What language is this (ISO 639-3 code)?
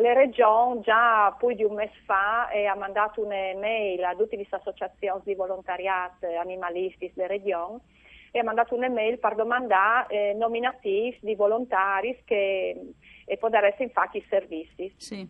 fur